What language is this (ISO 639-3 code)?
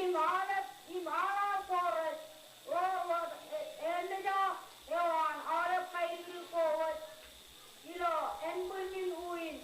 mah